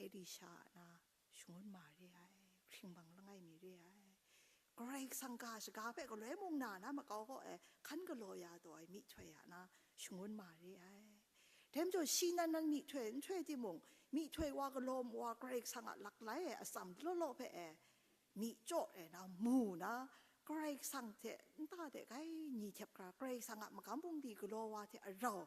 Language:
Kachin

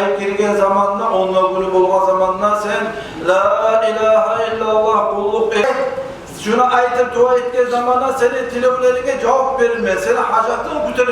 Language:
Kumyk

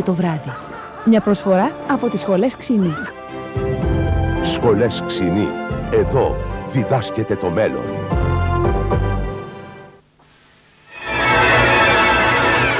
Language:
Greek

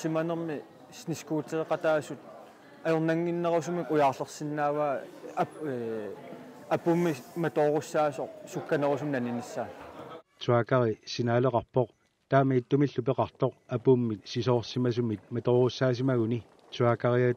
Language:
Kalaallisut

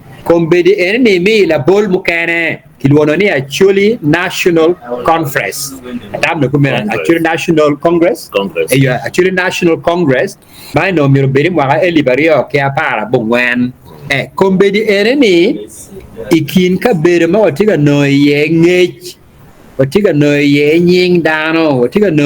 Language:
Acoli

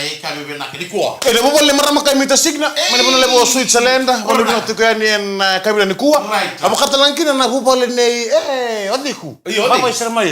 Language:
Fijian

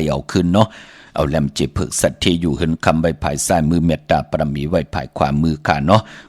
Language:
Shan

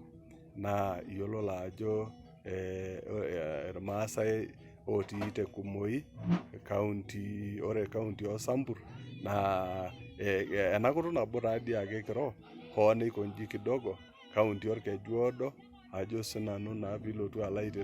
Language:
Masai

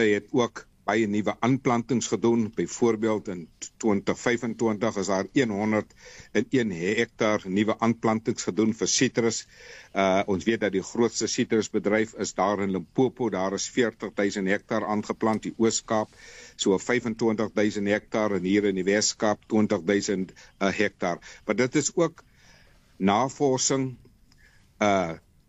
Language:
Afrikaans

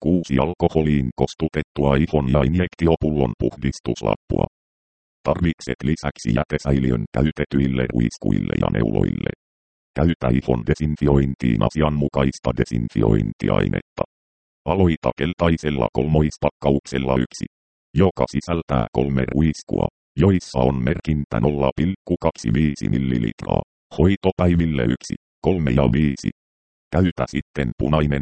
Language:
Finnish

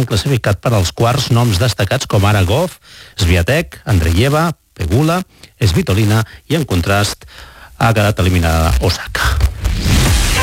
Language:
Catalan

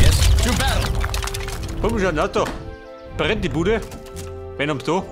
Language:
Bavarian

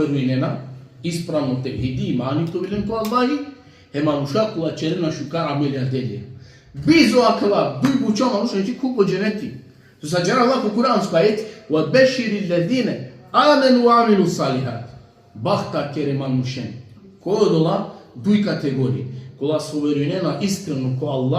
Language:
Balkan Romani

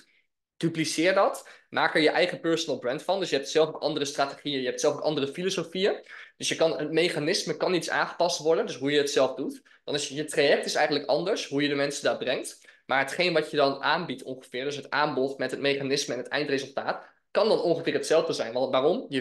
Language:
Dutch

